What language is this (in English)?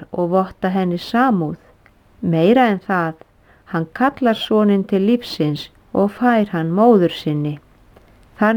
Icelandic